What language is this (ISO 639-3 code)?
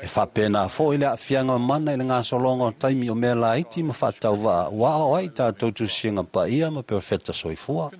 smo